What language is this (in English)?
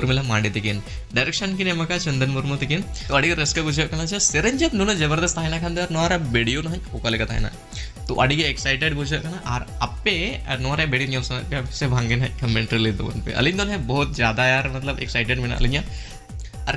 Santali